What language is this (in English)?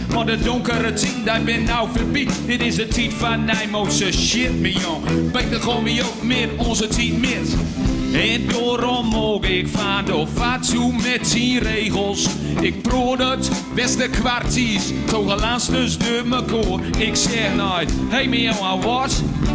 Gronings